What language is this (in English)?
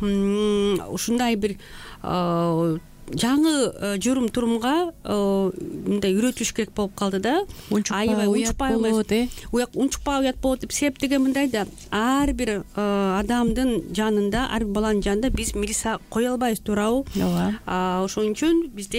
Kyrgyz